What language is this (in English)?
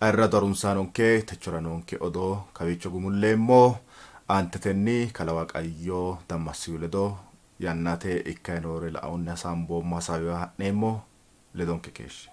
Sidamo